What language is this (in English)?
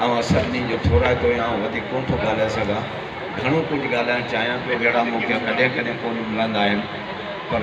Sindhi